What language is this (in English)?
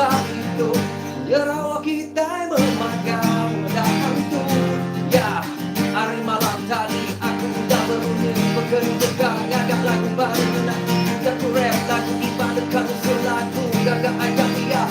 Iban